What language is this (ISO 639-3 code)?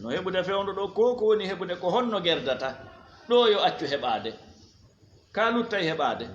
ful